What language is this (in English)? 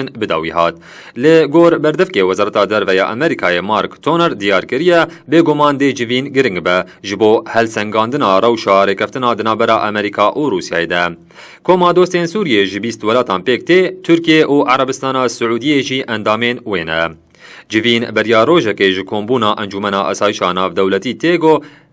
Kurdish